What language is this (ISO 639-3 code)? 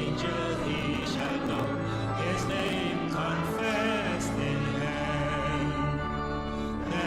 pap